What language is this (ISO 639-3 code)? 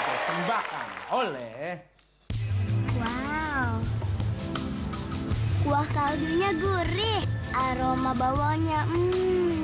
ind